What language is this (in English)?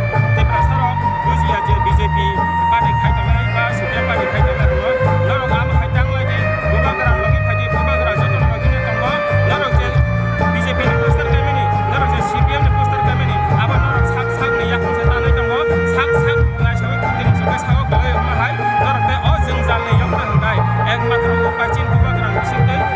Kok Borok